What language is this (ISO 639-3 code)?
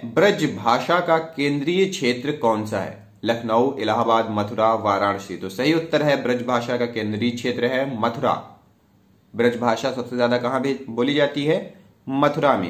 hin